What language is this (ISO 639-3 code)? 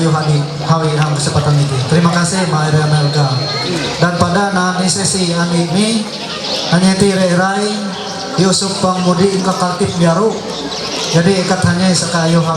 mhy